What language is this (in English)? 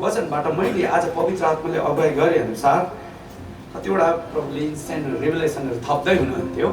Nepali